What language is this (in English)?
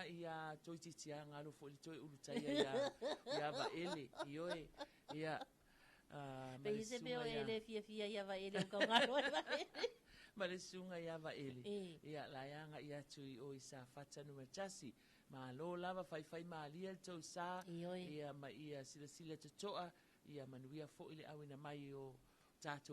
Samoan